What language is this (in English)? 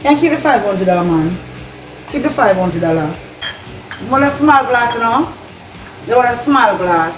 Jamaican Creole English